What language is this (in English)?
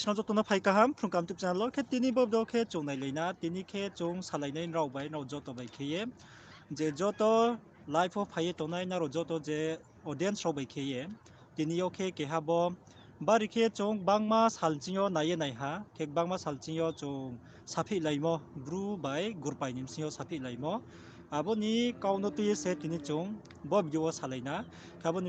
Riang (India)